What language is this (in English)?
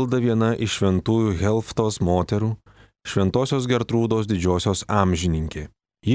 Lithuanian